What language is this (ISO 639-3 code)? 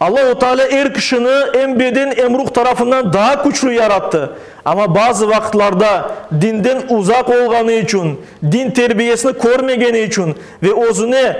crh